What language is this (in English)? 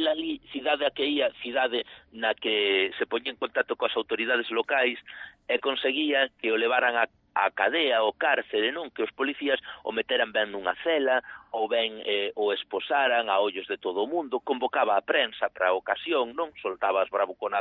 Galician